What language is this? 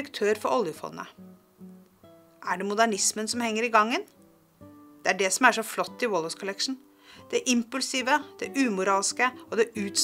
Norwegian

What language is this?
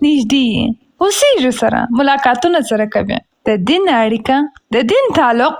Pashto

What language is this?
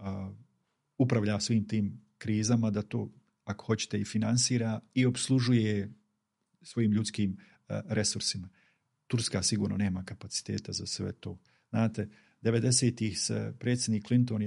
Bosnian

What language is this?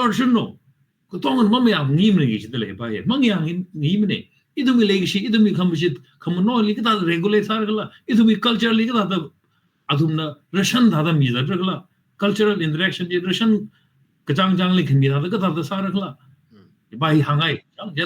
Tangkhul Naga (India)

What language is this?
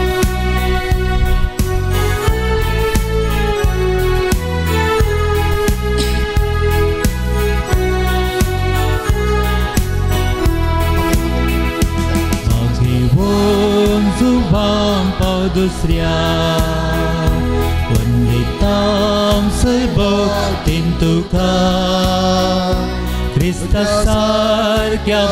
Konkani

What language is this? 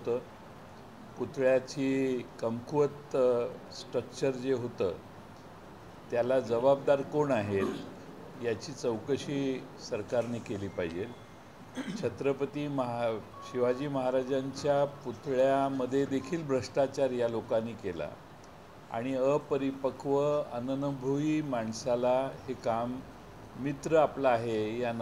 Marathi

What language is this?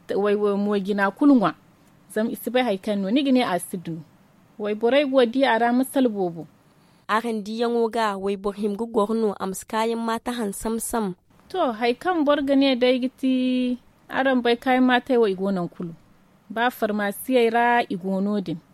Zarma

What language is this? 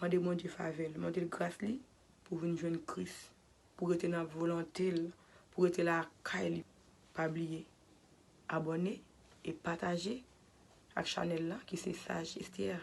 Haitian Creole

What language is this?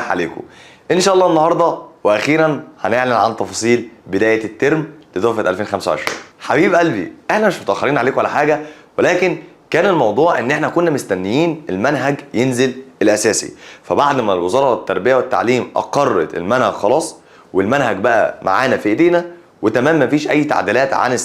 Egyptian Arabic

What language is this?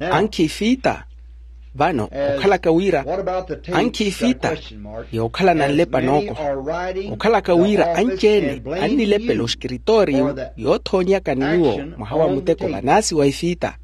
Makhuwa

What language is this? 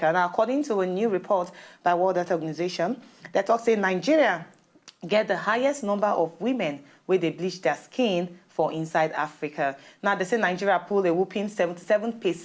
Nigerian Pidgin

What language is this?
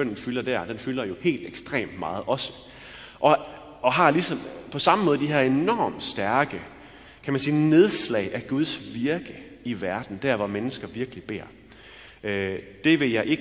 Danish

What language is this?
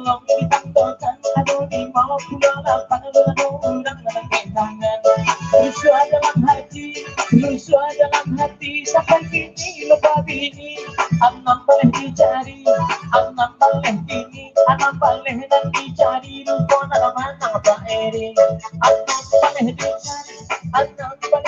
Minangkabau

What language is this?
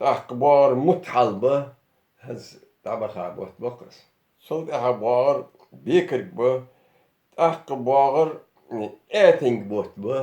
Ingush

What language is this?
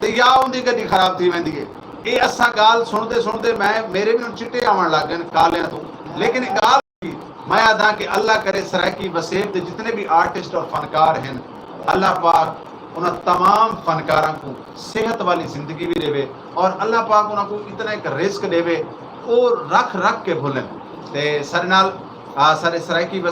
Saraiki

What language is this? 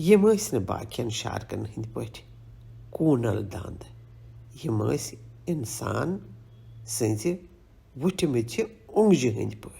Kashmiri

